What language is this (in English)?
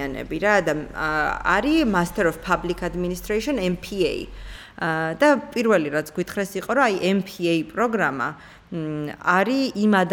Georgian